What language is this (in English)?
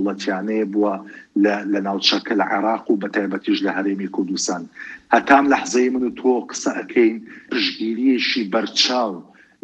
Central Kurdish